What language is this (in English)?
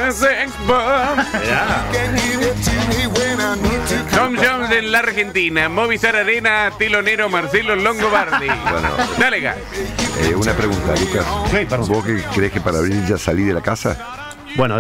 Spanish